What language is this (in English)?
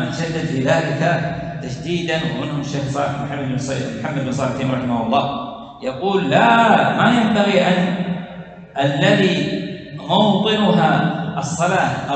Arabic